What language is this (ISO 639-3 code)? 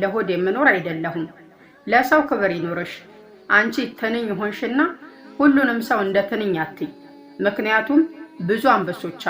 amh